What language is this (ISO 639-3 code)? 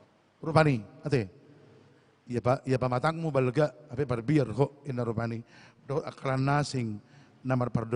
bbc